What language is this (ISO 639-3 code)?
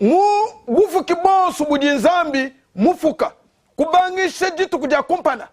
lua